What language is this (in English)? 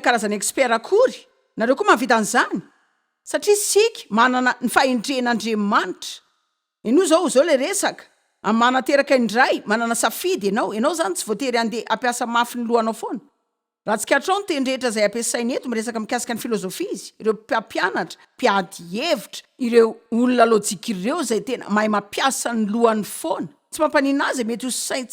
Malagasy